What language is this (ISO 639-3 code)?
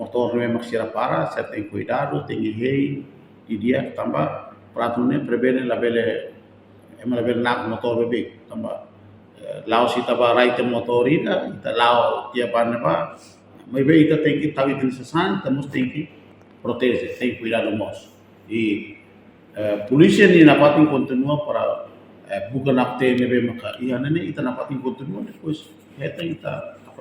tet